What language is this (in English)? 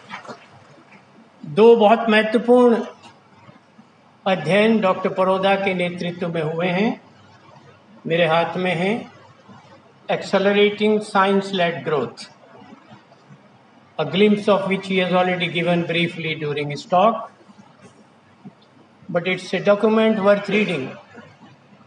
Hindi